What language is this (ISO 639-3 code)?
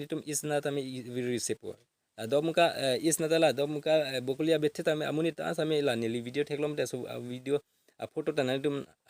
mjw